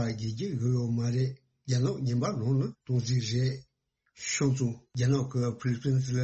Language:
Tibetan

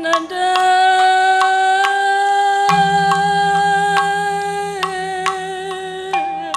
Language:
Batak Karo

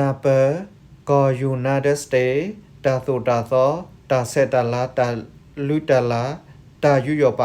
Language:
S'gaw Karen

